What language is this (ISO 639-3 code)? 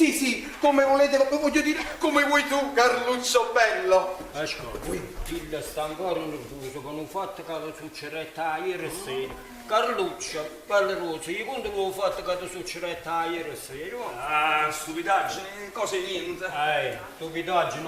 nap